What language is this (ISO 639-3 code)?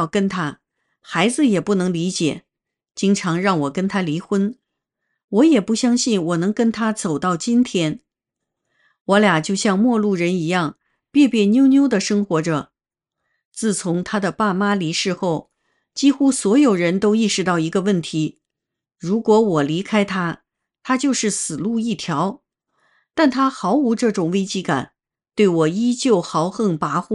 zho